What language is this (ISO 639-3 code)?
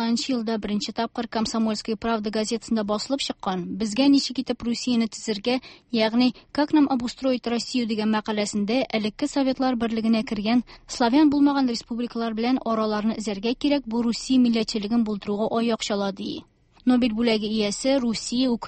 tat